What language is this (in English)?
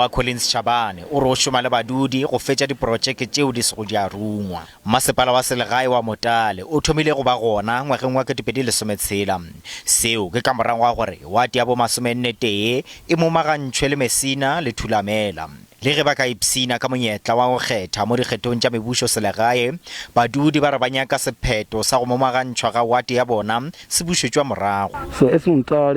Northern Sotho